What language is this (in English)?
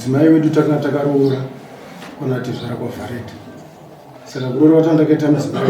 Shona